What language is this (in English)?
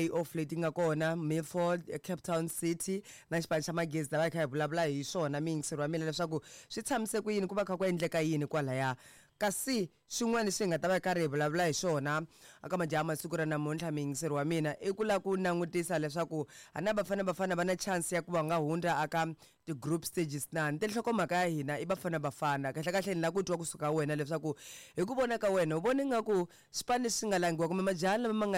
Tsonga